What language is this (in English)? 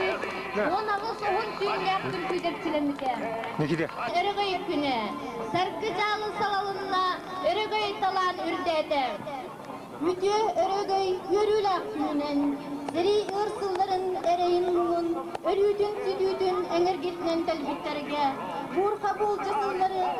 Yakut